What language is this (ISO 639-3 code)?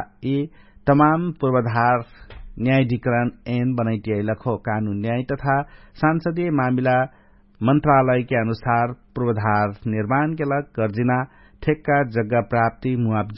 thl